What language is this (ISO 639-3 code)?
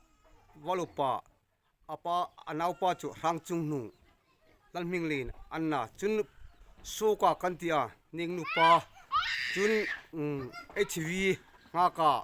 hmr